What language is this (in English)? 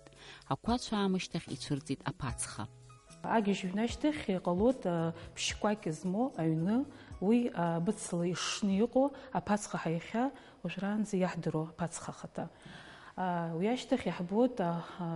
Abkhazian